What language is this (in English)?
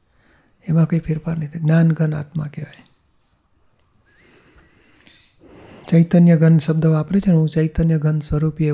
Gujarati